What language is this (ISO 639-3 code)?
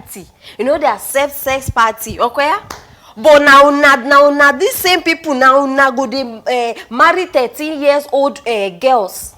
pcm